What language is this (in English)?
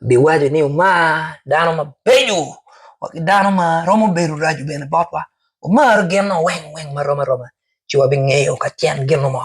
Acoli